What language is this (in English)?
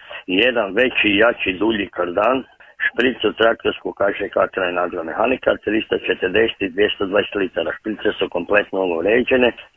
Croatian